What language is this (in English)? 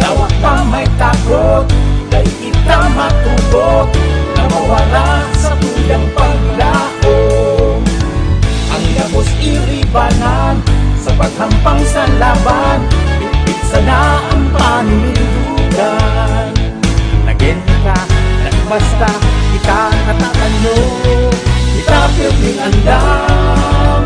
Bikol